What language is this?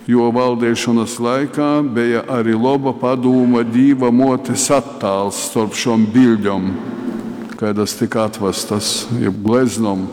Latgalian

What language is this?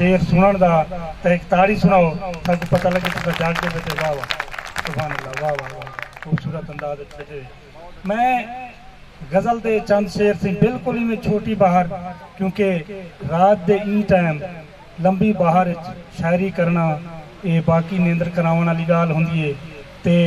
Saraiki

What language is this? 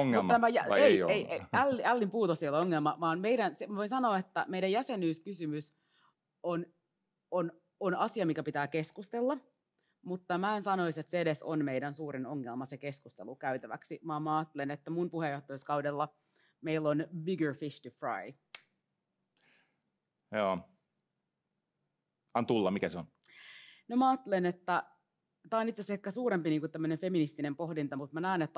Finnish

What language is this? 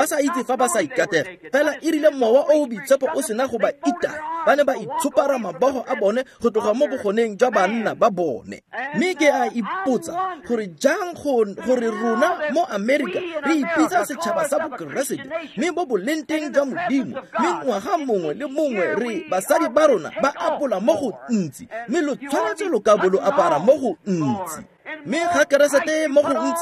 Tswana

